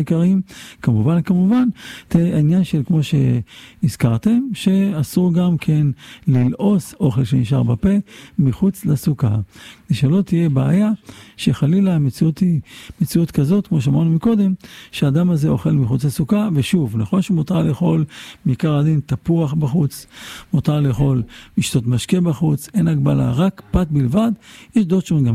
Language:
Hebrew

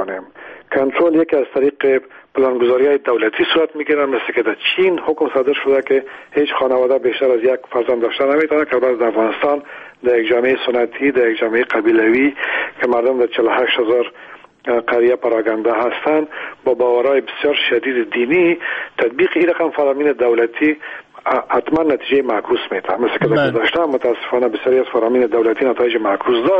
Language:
Persian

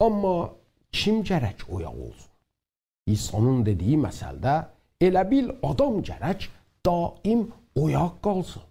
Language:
South Azerbaijani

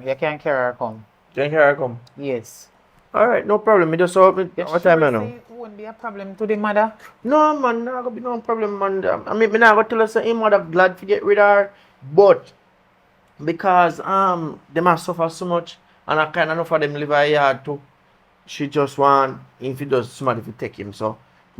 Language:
Jamaican Creole English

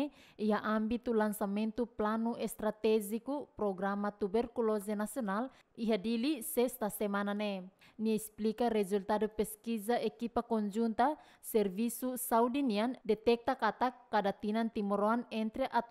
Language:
Tetum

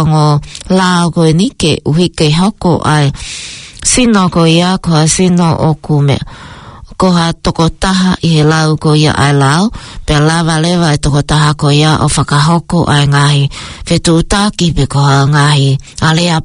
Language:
Tongan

